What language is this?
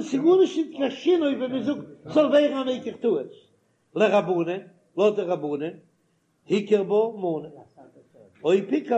Yiddish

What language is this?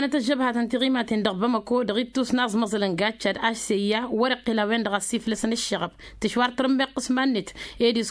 Tamasheq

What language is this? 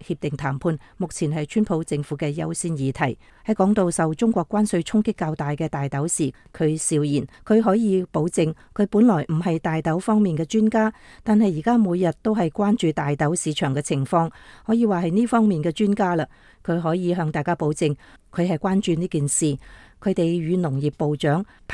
Cantonese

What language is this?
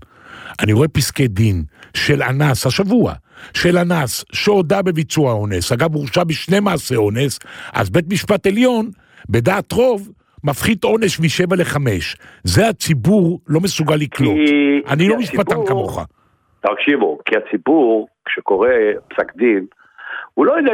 Hebrew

